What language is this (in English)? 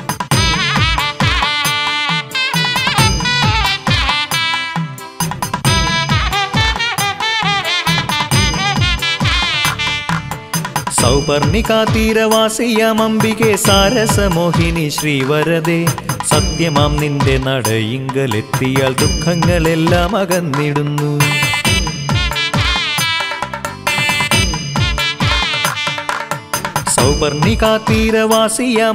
Malayalam